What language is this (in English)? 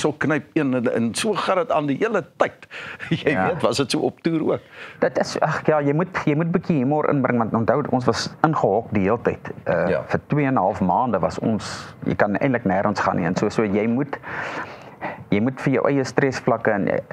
Afrikaans